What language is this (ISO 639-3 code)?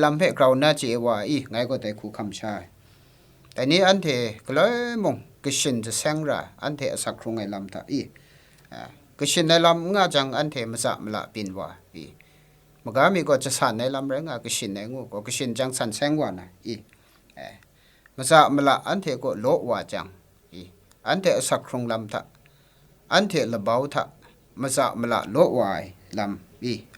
kac